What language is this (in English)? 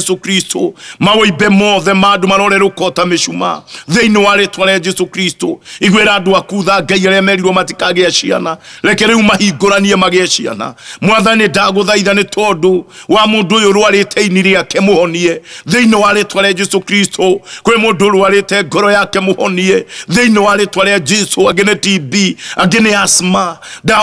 Kikuyu